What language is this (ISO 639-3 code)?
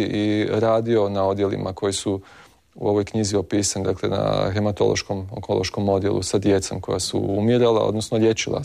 hrv